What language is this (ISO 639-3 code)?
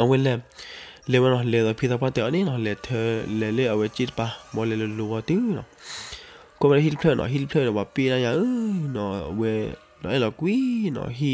ksw